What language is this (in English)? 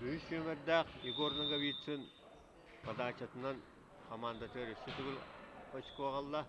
Yakut